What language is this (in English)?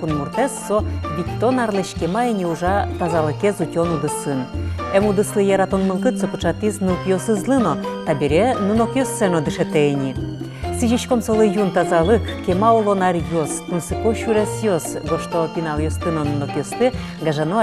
Udmurt